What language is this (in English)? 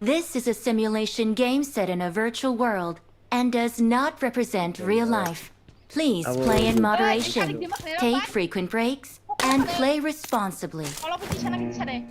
Kok Borok